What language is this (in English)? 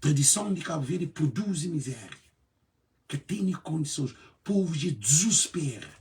Kabuverdianu